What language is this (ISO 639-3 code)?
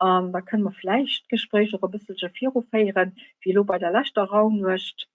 ltz